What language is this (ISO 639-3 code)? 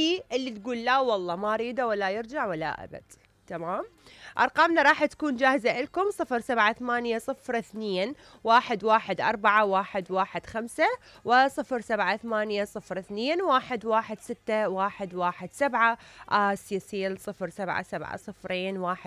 acm